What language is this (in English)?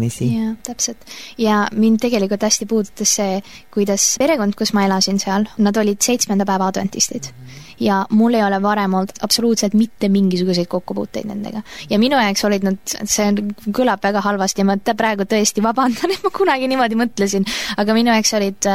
Estonian